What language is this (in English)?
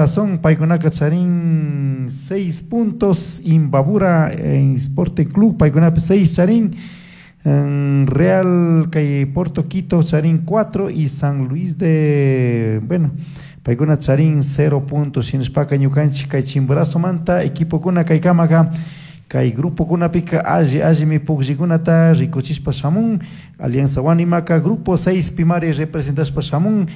Chimborazo Highland Quichua